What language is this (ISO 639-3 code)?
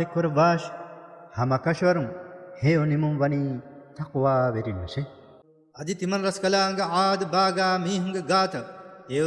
div